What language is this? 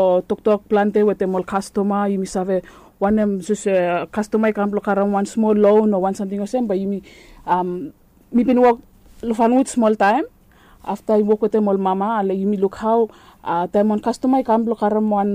Bislama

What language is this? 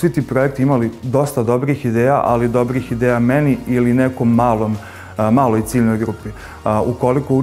Bosnian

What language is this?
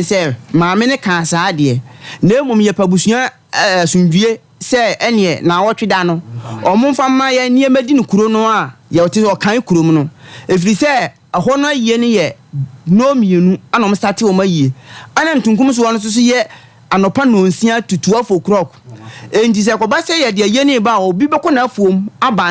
Akan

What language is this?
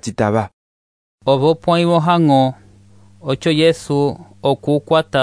Umbundu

